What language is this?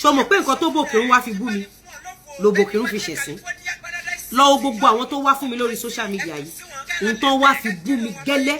Yoruba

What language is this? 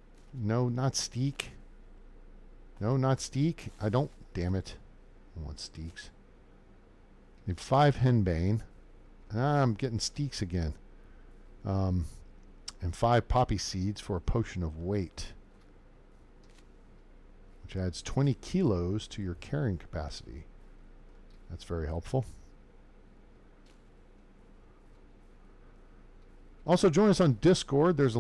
English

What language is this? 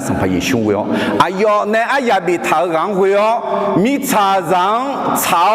Akha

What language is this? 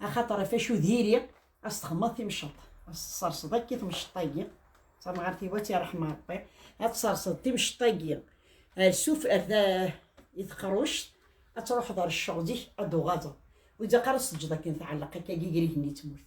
Kabyle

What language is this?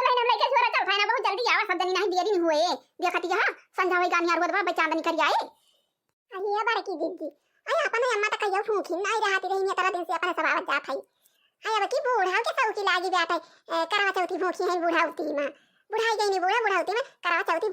Awadhi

